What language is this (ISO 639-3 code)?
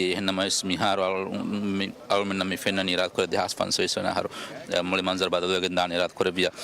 div